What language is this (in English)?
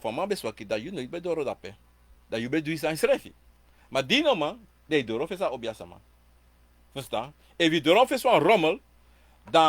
Sranan Tongo